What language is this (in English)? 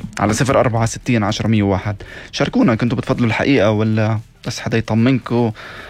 North Levantine Arabic